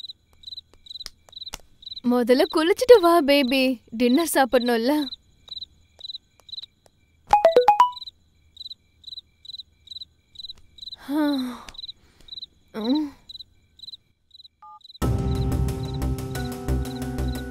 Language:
Tamil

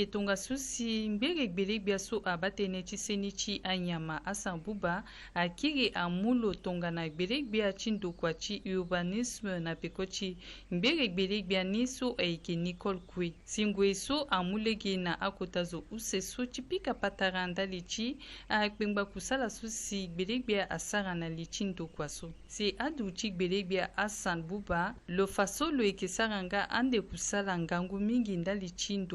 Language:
Sango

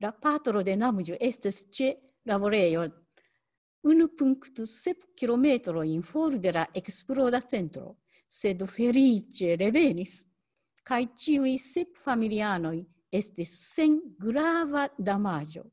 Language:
Esperanto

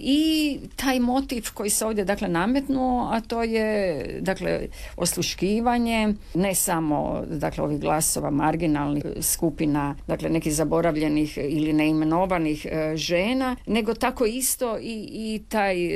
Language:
Croatian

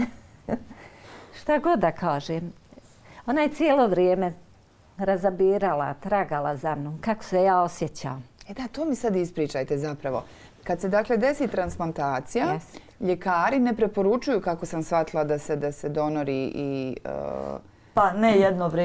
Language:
Bosnian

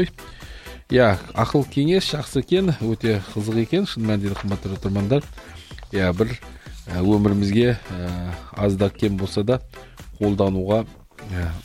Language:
Kazakh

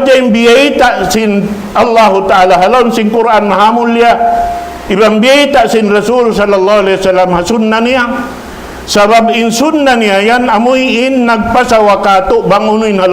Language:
Tausug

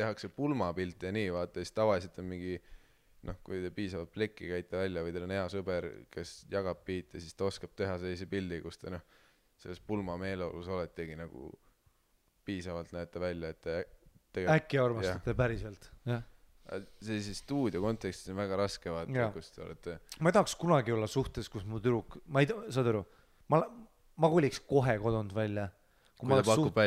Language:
Estonian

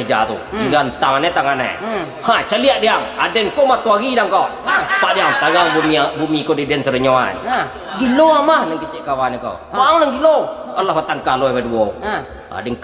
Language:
Minangkabau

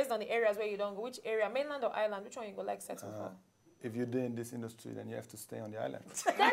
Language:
Nigerian Pidgin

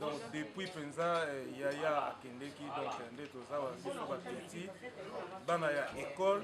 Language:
Lingala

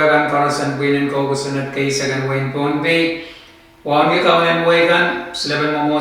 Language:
Pohnpeian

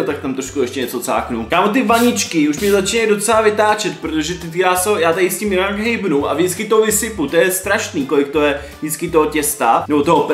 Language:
Czech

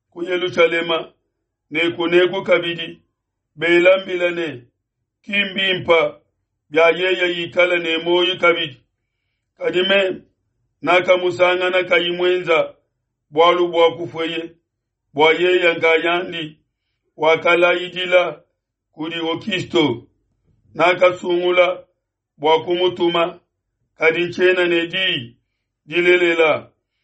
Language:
Luba-Lulua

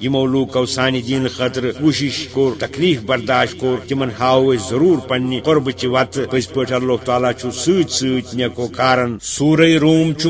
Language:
Kashmiri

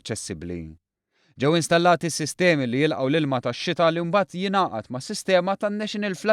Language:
Maltese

